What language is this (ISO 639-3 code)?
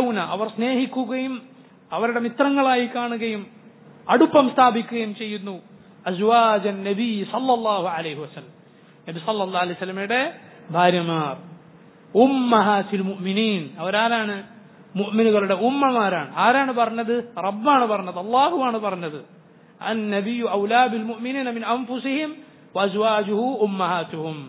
mal